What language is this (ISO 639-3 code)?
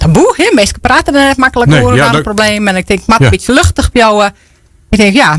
fry